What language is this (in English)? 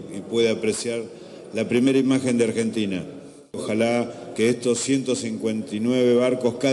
Spanish